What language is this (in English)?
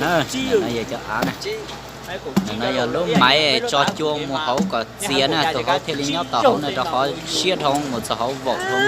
Hmong